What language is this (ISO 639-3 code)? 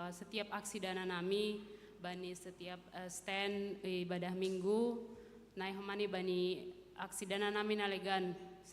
bts